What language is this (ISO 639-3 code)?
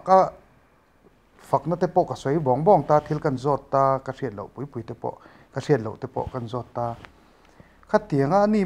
lus